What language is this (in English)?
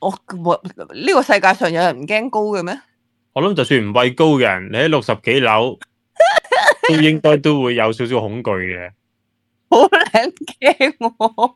Cantonese